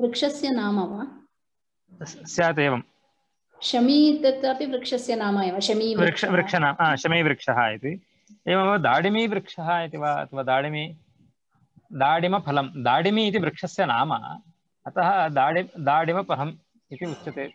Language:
Sanskrit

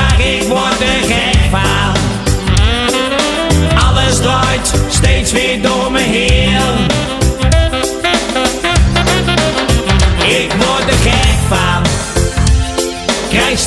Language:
Dutch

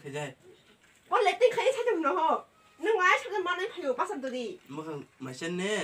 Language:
Kok Borok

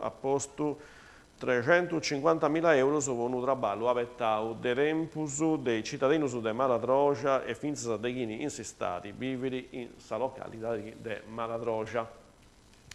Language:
Sardinian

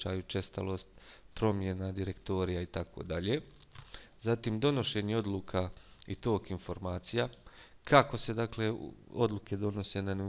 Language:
Bosnian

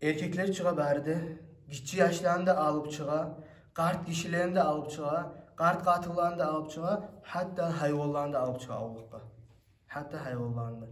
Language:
Kumyk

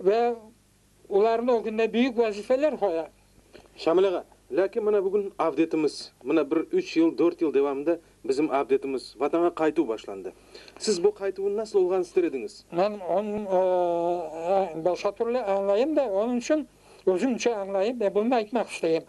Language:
Crimean Tatar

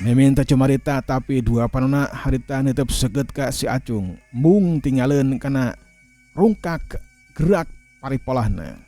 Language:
Sundanese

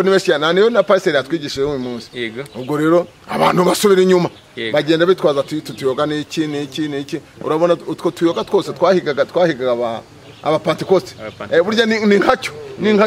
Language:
Kinyarwanda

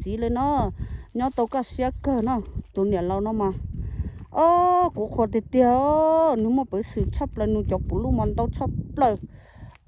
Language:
Hmong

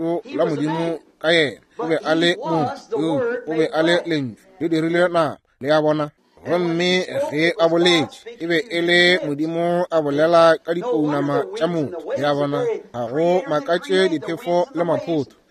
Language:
Northern Sotho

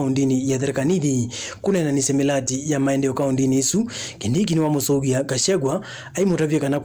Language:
Kamba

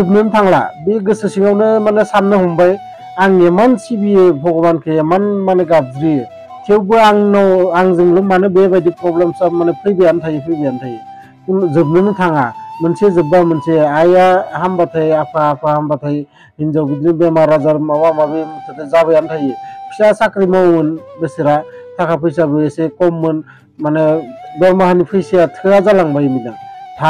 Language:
Bodo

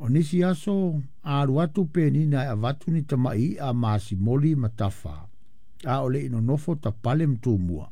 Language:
Samoan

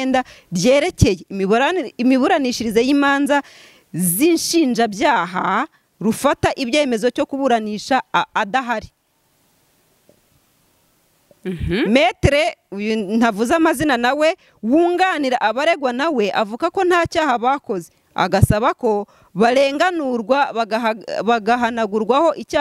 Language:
Kinyarwanda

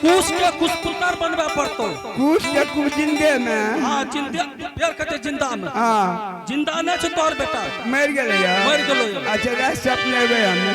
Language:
Angika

